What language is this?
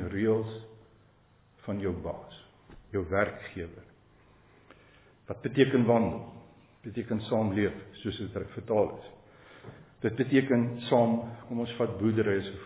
Afrikaans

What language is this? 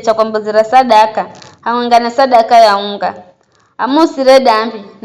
Giryama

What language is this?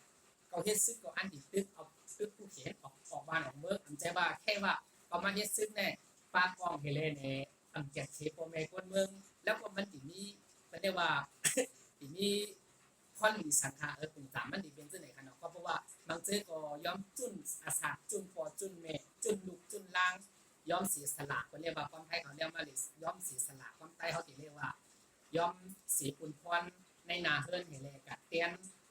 Shan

